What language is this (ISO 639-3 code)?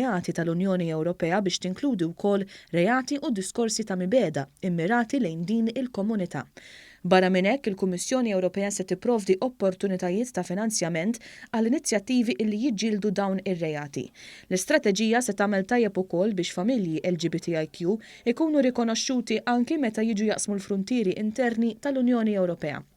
mlt